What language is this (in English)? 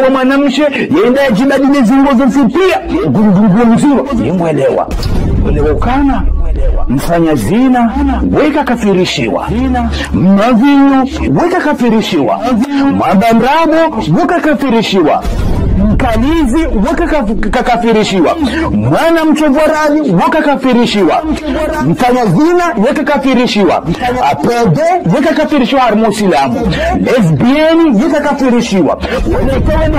Ngazidja Comorian